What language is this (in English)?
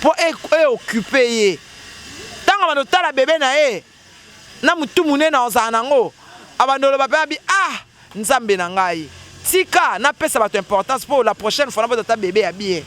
Lingala